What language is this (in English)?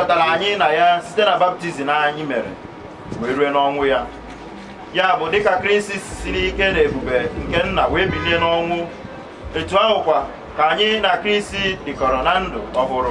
Igbo